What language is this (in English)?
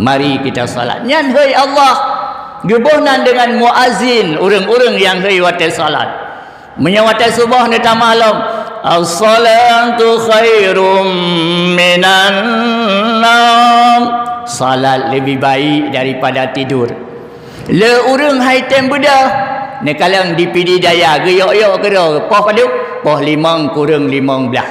Achinese